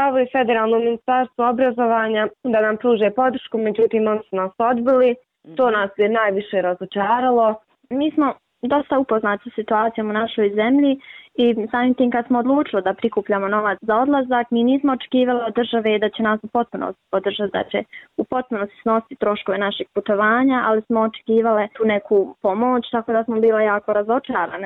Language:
Bosnian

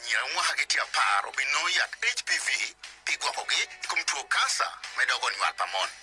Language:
Acoli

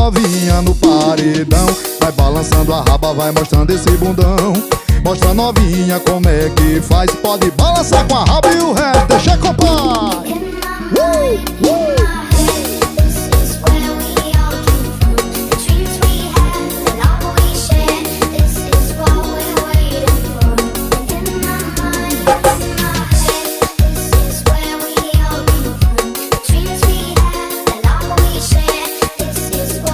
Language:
Portuguese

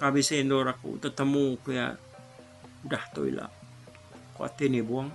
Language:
Iban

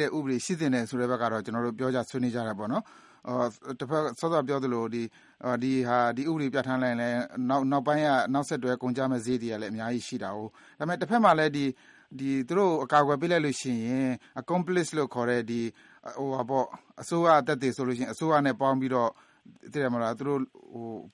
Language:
Burmese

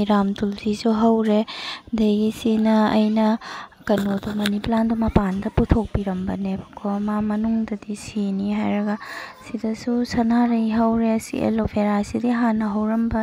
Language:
Manipuri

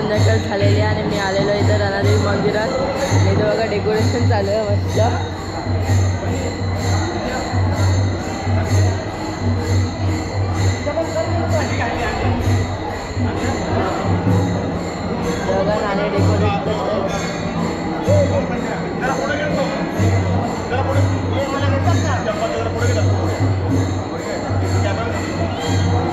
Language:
Marathi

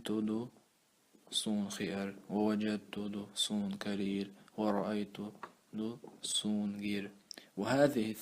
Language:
Chechen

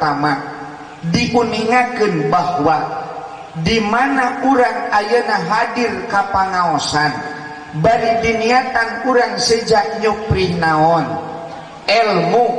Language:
Sundanese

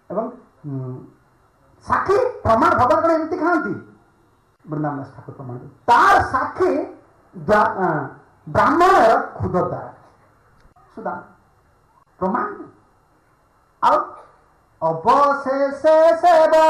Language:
Odia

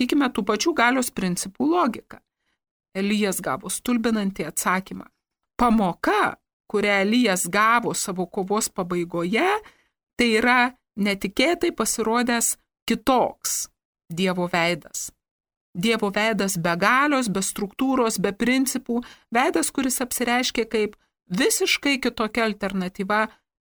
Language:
Lithuanian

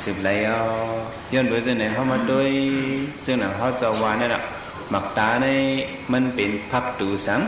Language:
Shan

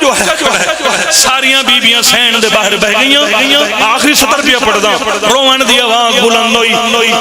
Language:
Pahari-Potwari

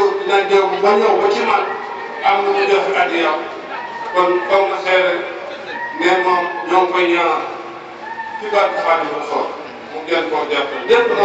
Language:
Wolof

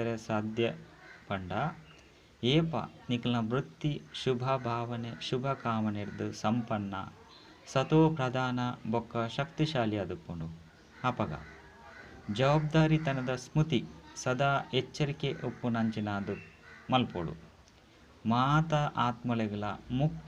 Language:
Tulu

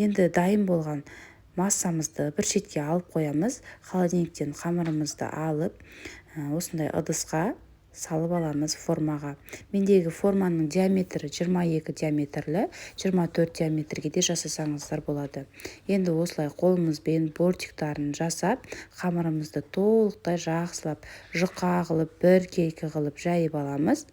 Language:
Kazakh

